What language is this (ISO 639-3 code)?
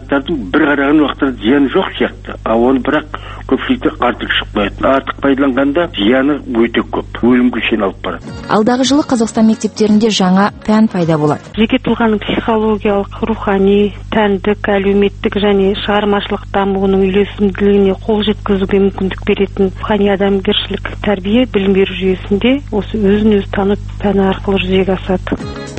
kaz